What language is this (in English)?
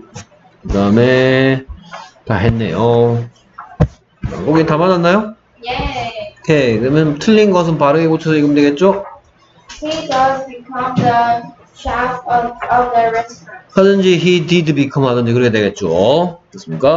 Korean